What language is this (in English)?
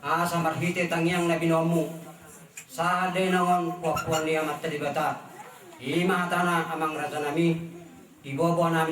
Batak Toba